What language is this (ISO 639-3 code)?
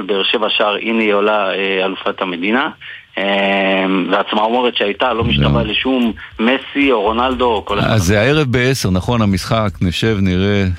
heb